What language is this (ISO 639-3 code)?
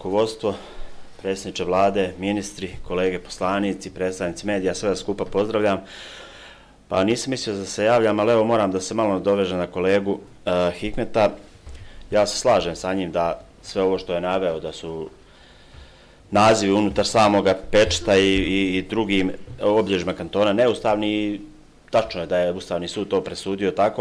bos